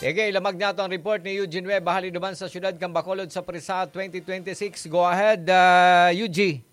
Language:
Bikol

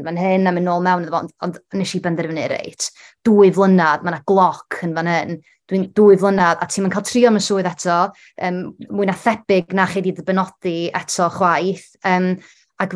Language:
Welsh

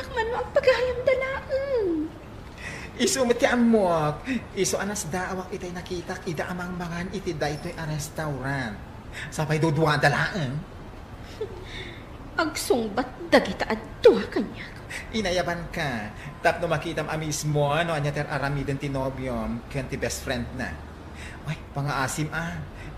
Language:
Iloko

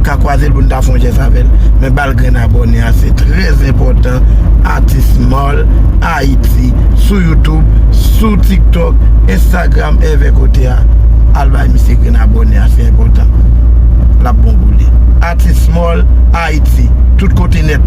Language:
Haitian Creole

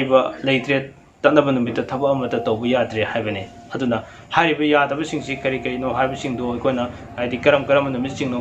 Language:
Manipuri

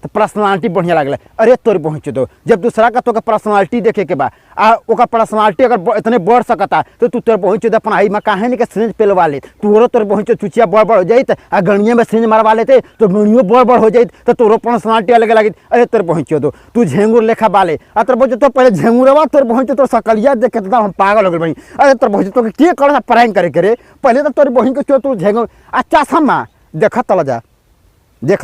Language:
Bhojpuri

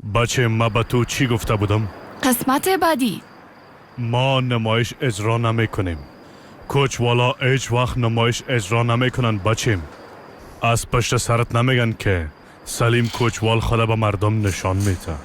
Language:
Tajik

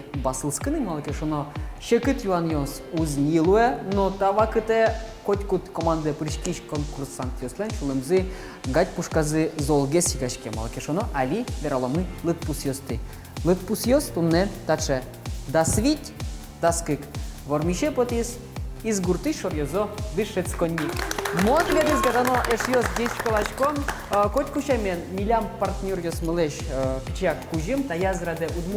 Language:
Udmurt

